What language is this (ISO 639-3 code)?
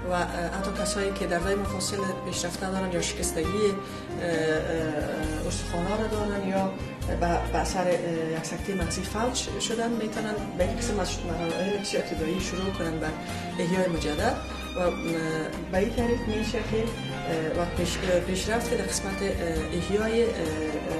fas